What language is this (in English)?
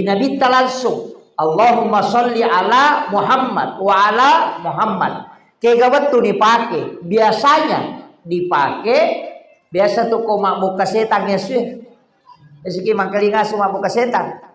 Buginese